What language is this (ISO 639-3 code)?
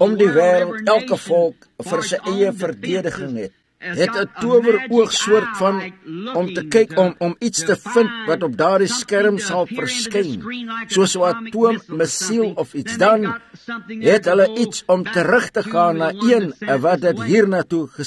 afr